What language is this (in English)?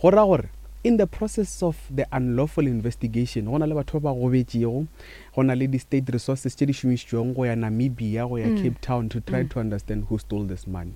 Northern Sotho